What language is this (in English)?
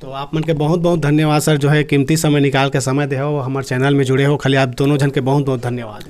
Chhattisgarhi